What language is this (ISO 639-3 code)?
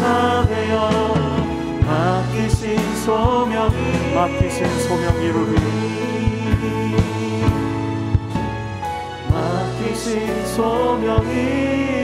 kor